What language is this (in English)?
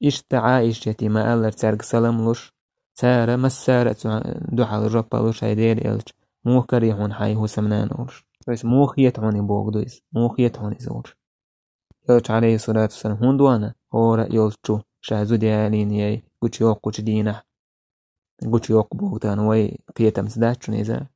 Chechen